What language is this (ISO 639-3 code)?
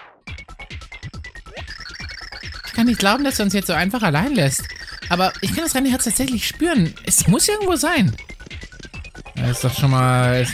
deu